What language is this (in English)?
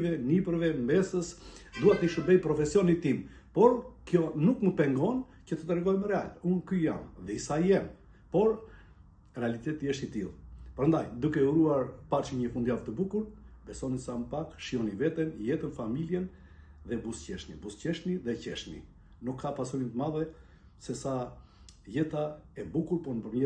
Albanian